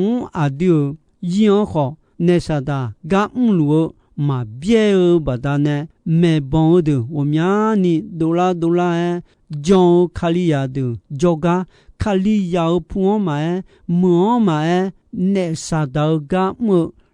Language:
Akha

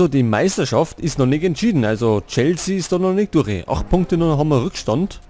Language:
Bavarian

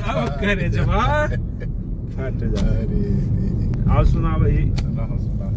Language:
Magahi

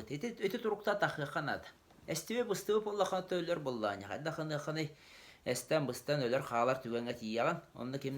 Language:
Yakut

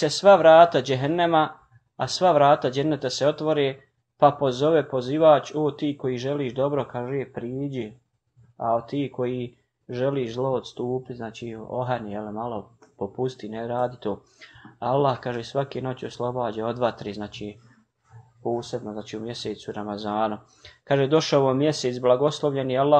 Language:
Bosnian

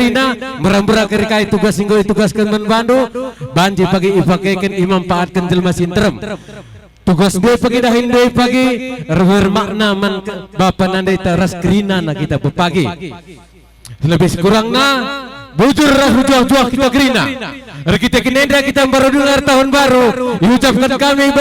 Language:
Batak Karo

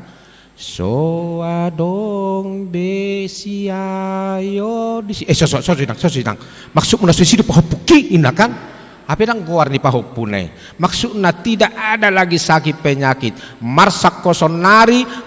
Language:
Batak Toba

